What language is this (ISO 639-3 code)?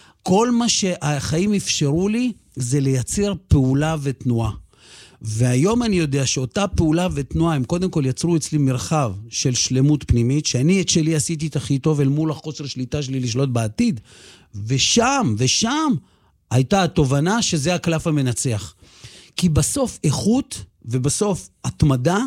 heb